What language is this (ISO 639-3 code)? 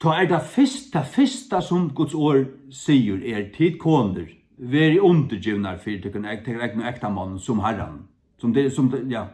fao